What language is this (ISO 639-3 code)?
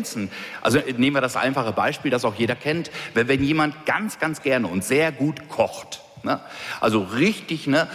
deu